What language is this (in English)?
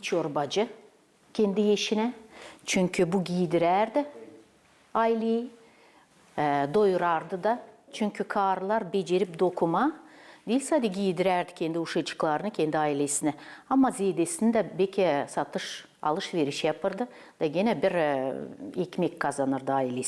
Gagauz